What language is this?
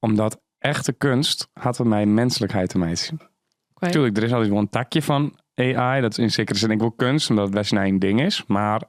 Western Frisian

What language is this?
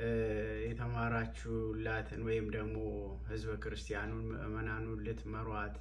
Amharic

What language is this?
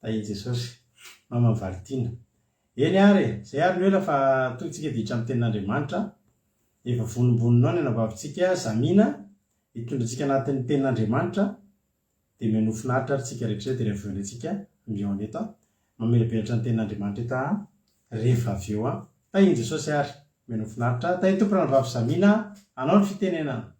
Malagasy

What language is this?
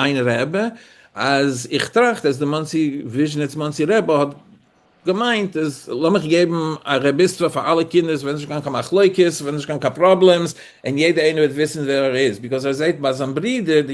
Yiddish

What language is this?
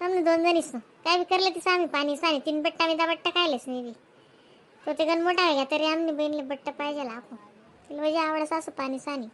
Khandesi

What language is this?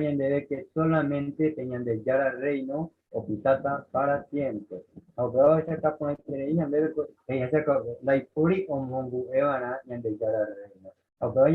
Guarani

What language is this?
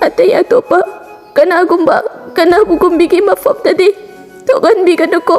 Manipuri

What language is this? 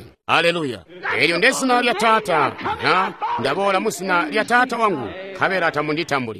Tonga (Zambia)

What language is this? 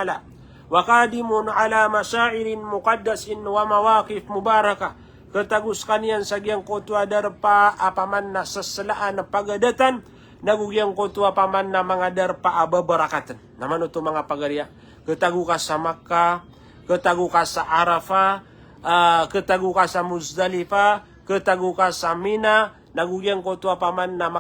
Maranao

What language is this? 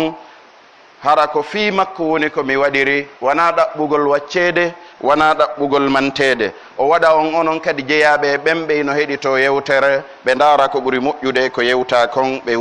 Pular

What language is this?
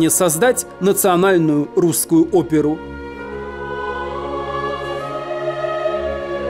Russian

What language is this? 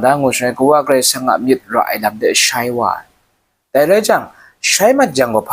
Kachin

